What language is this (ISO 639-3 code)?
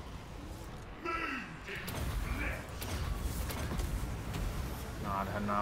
ces